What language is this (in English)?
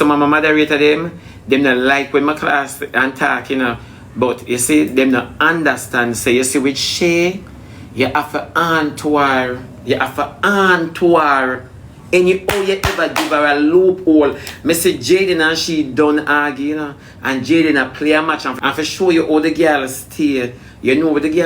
Jamaican Creole English